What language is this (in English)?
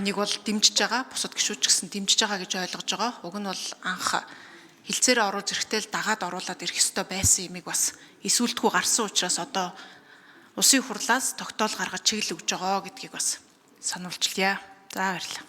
Mongolian